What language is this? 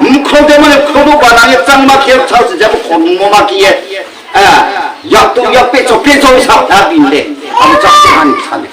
Riang (India)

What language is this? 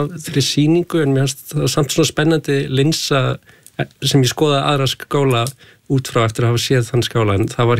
Icelandic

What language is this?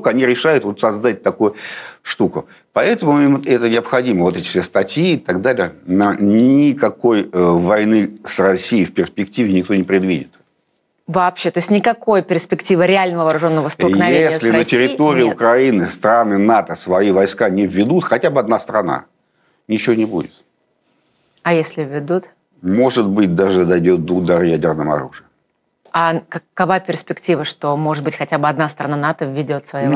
Russian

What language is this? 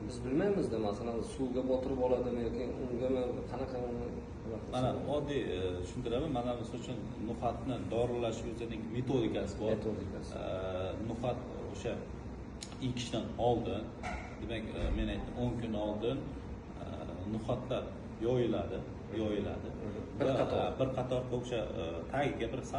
Uzbek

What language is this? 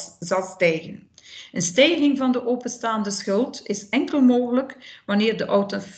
Dutch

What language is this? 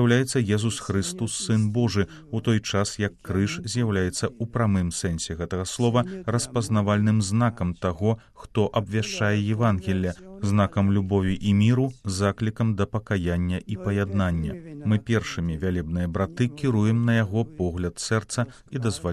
Belarusian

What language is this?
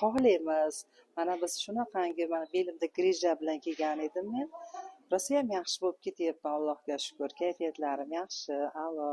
Uzbek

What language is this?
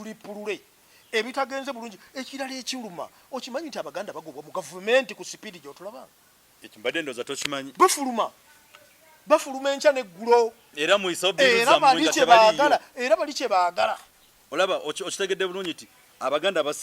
Ganda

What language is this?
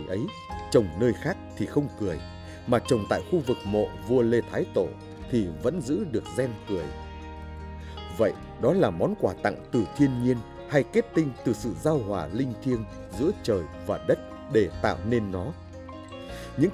Vietnamese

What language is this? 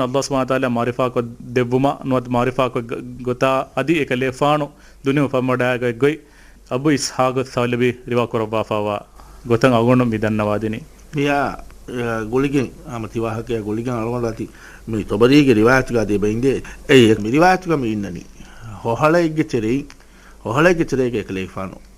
Divehi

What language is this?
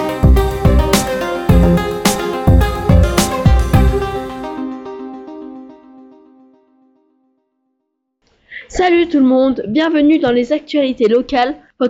French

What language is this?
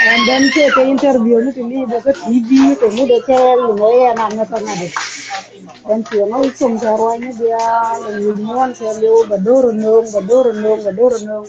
Nuer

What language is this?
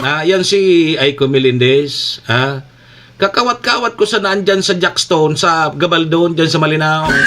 Bikol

